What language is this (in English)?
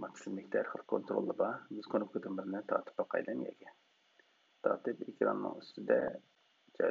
Uyghur